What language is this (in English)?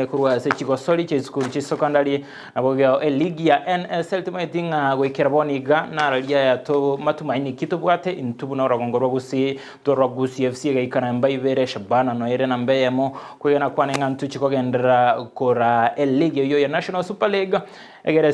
Gusii